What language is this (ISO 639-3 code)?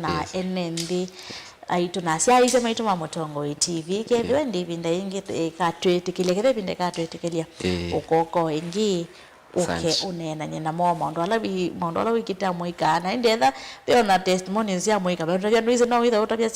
kam